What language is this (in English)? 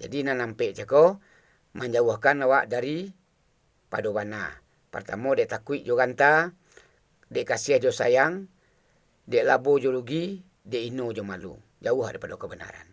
Minangkabau